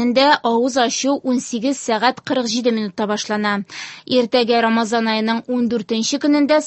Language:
Tatar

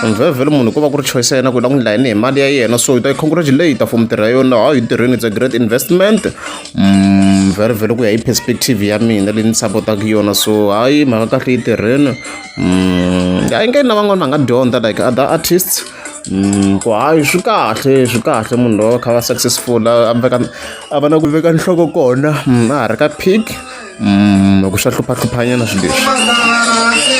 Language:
Tsonga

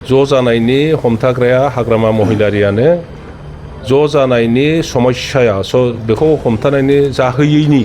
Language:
Bodo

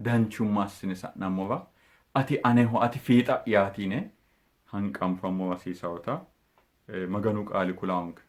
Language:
Sidamo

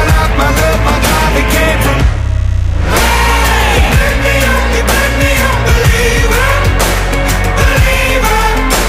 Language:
English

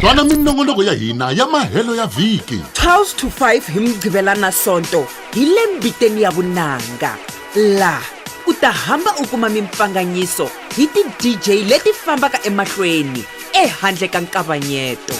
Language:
Tsonga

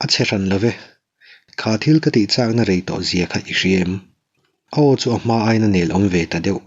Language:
Mizo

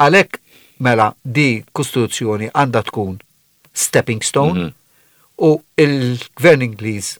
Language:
Maltese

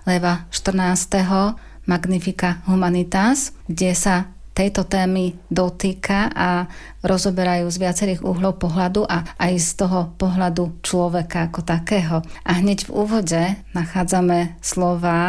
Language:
Slovak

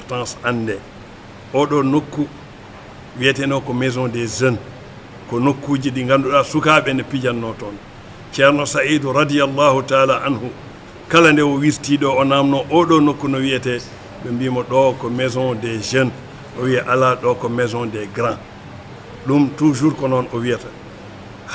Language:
Fula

